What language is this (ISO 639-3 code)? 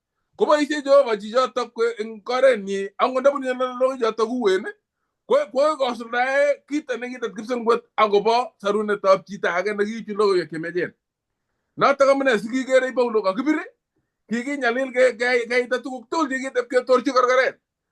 kln